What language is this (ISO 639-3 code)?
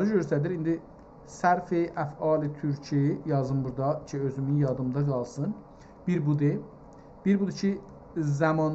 azb